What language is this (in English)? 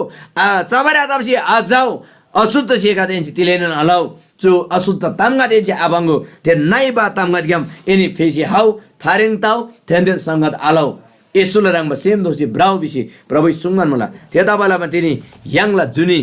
Eastern Tamang